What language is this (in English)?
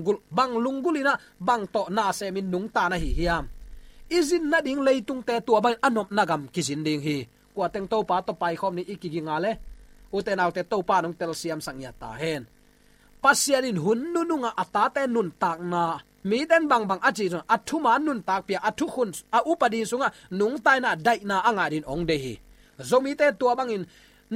Tedim Chin